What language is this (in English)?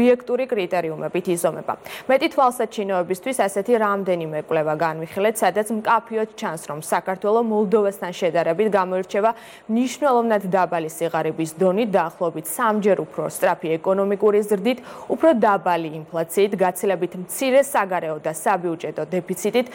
Georgian